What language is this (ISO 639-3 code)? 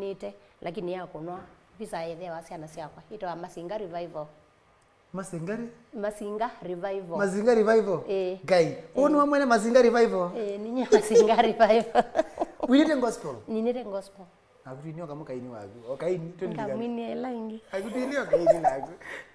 kam